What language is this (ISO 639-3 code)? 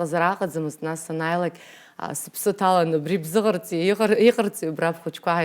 abk